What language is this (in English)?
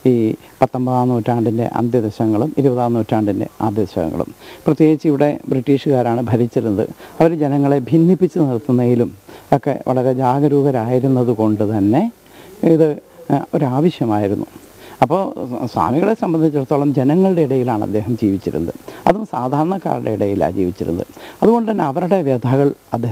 Malayalam